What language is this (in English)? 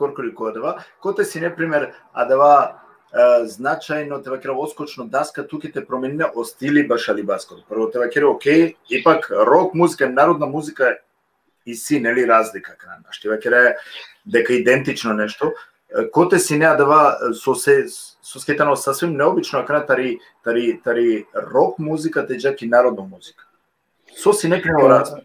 Balkan Romani